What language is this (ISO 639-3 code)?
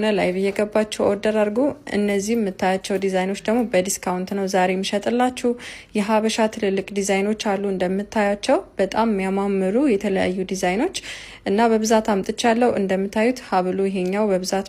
amh